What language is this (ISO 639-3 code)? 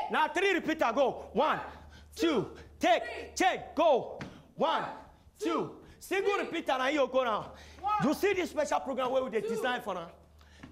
pcm